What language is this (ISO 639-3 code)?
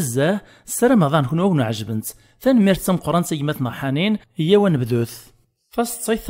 kab